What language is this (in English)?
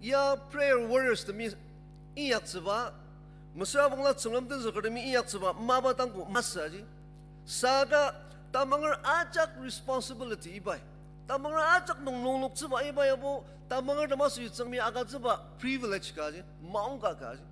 Ao Naga